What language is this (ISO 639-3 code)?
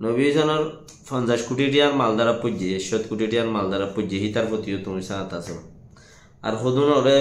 rhg